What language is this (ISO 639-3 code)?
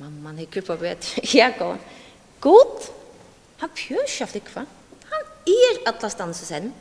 fao